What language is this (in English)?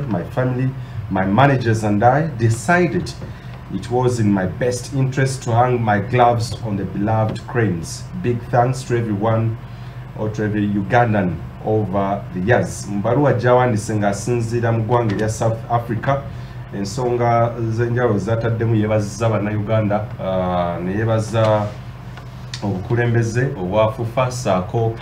Ganda